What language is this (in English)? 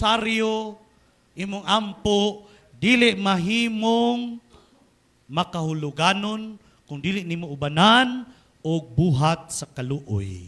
Cebuano